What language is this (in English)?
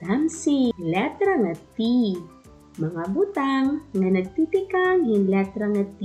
Waray